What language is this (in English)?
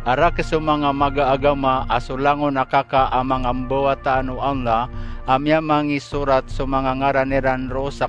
Maranao